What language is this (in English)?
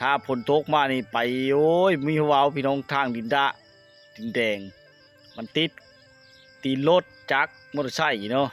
Lao